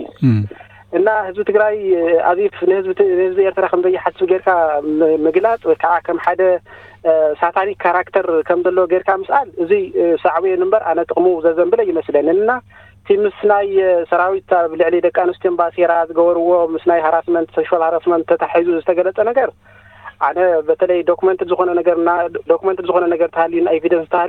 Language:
Tigrinya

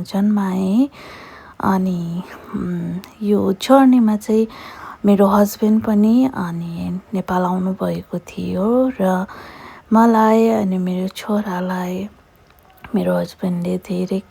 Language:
Nepali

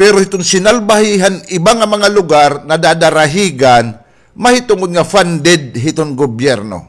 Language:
Waray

